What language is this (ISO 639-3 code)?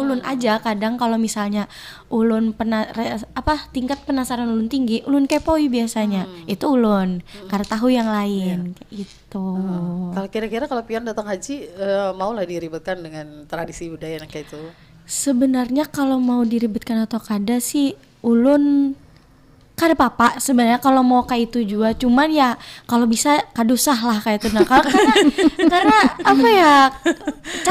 bjn